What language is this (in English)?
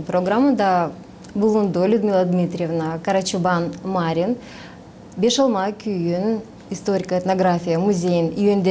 Gagauz